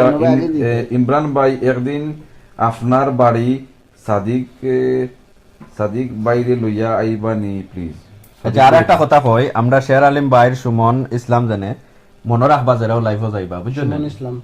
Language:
Sylheti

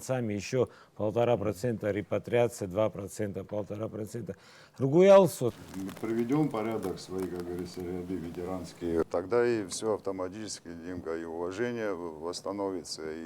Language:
Abkhazian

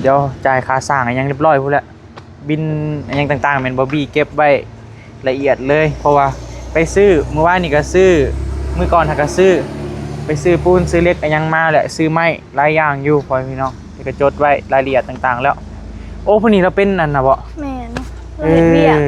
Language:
Northeastern Thai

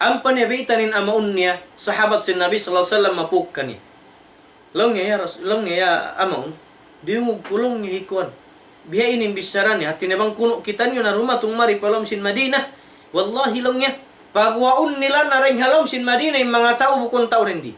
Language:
Tausug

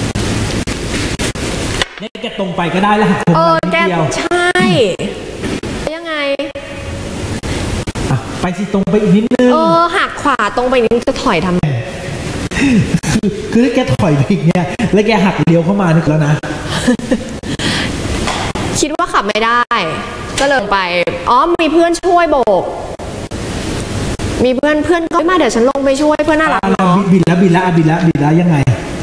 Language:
Thai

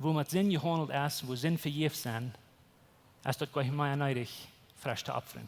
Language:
Plautdietsch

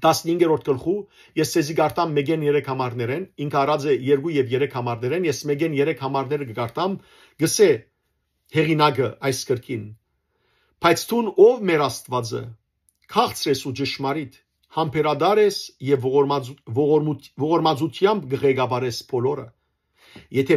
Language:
Western Armenian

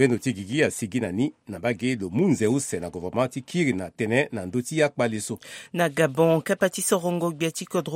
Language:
Sango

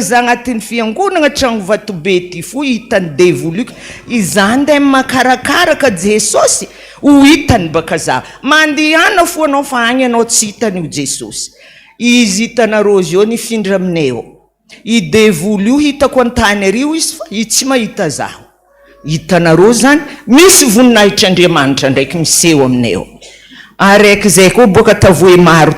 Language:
Malagasy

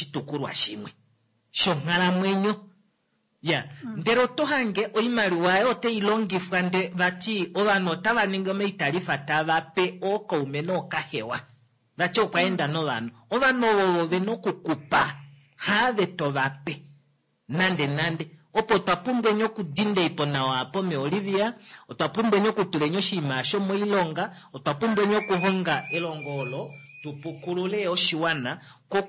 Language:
Kuanyama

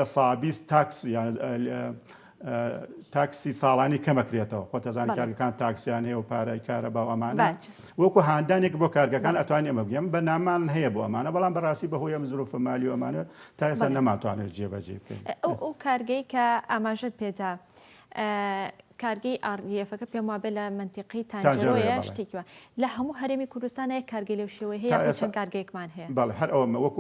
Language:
Central Kurdish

